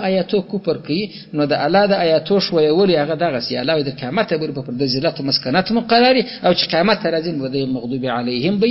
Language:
Pashto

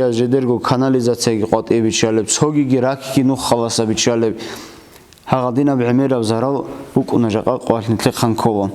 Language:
Avaric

